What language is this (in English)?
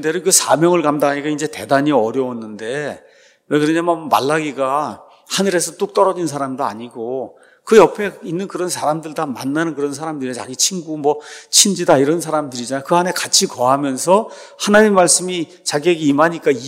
Korean